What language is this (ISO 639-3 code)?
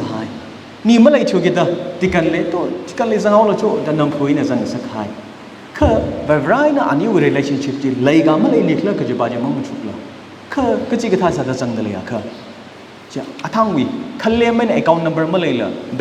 nmf